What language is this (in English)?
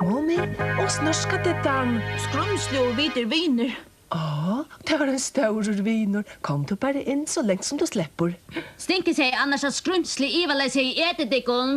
Faroese